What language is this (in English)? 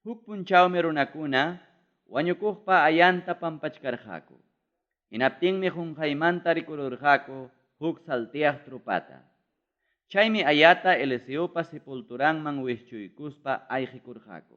Ayacucho Quechua